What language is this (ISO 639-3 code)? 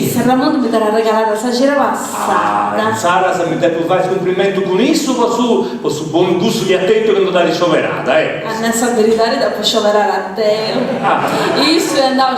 srd